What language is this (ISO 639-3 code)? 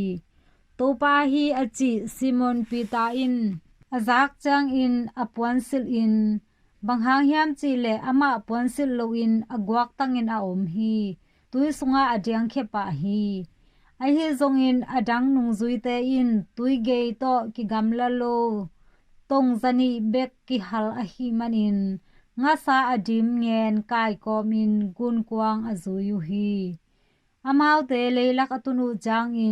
ctd